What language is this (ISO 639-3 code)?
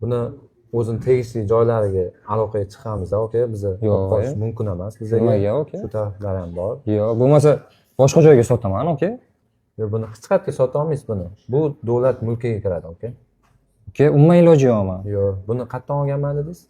uzb